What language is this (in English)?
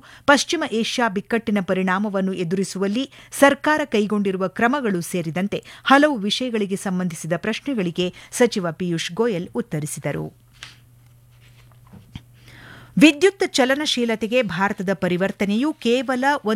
Kannada